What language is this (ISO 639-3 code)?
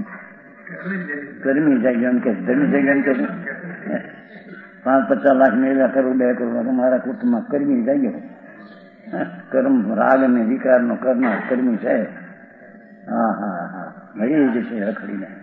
guj